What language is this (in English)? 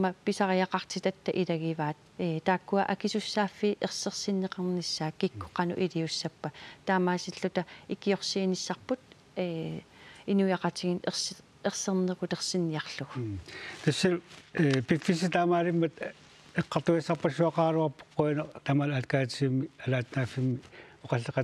Kalaallisut